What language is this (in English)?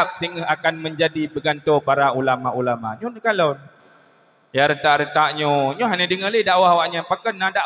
Achinese